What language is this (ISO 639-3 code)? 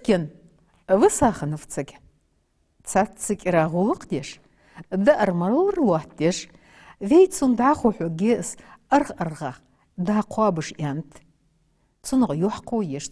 inh